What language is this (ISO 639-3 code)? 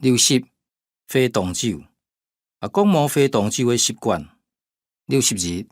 hak